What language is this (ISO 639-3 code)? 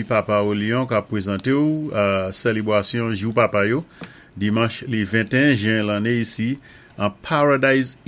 acf